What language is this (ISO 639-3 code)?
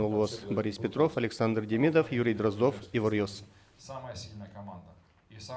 udm